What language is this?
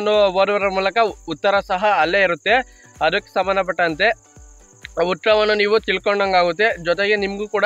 Kannada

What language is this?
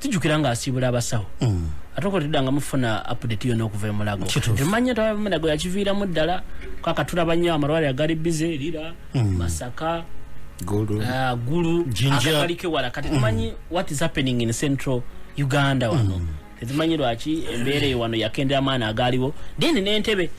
Ganda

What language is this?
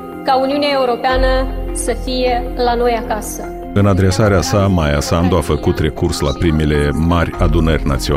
Romanian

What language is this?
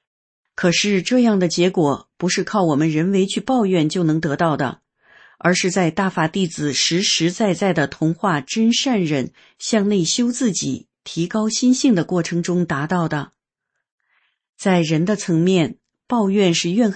Chinese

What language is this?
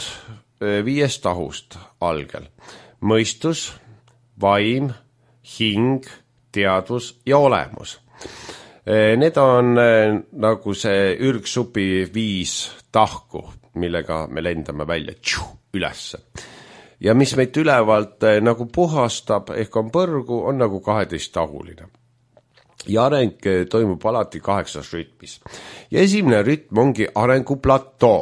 Estonian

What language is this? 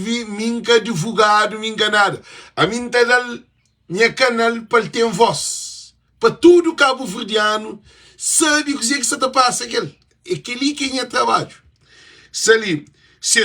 Kabuverdianu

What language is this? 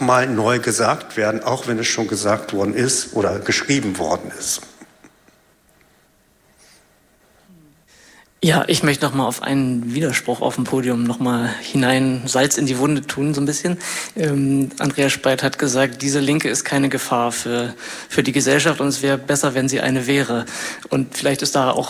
German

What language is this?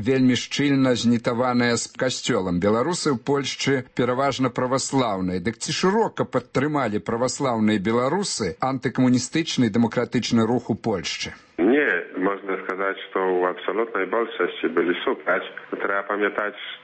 Belarusian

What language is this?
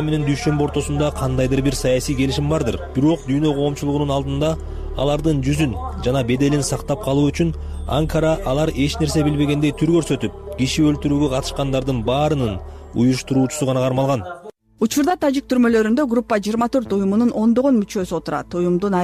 Kyrgyz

